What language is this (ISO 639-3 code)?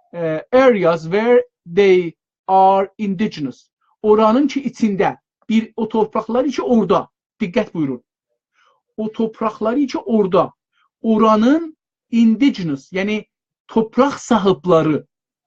azb